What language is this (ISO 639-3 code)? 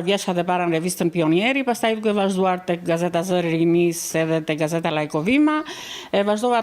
sqi